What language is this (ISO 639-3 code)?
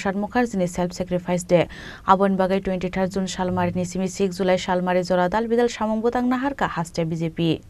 trp